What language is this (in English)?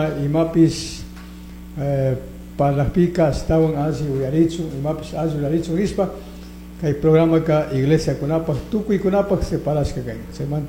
Chimborazo Highland Quichua